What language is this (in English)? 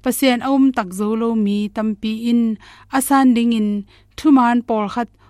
Tedim Chin